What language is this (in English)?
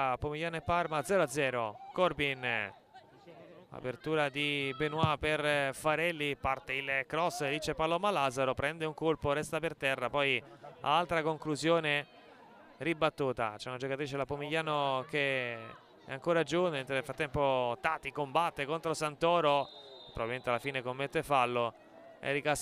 Italian